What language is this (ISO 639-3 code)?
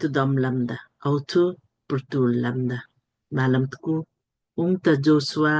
lmk